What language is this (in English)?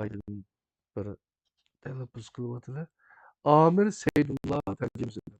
Uyghur